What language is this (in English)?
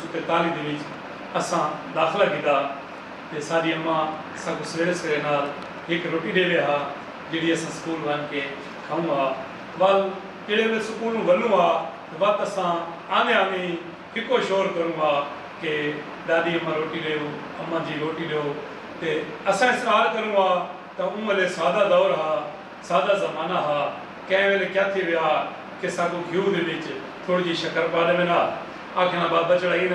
Saraiki